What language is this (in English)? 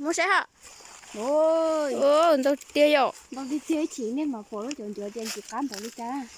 Hmong